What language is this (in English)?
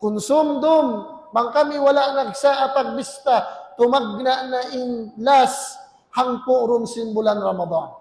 Tausug